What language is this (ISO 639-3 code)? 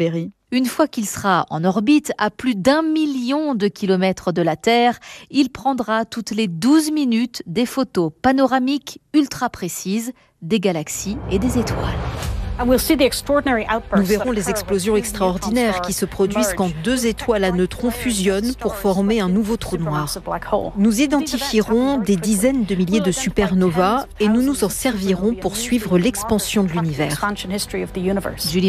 fra